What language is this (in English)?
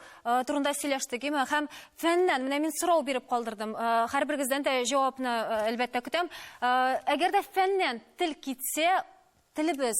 Tatar